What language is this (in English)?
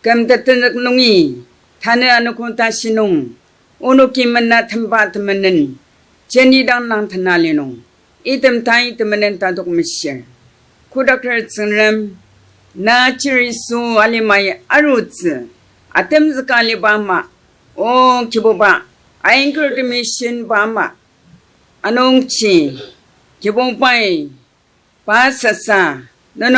Ao Naga